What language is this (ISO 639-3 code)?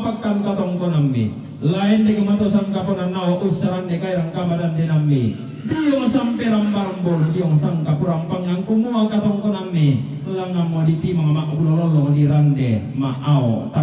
sda